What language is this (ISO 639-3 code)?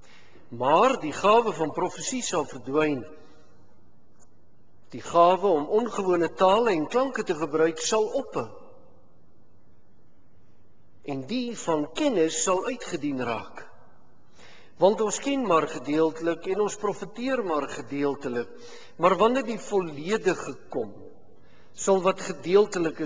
afr